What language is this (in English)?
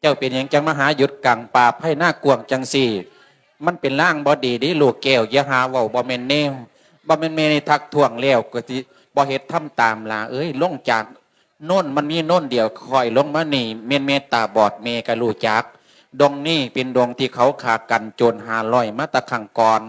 Lao